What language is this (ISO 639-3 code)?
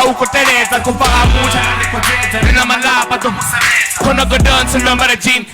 ven